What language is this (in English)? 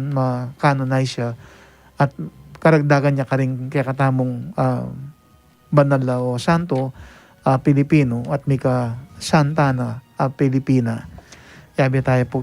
Pampanga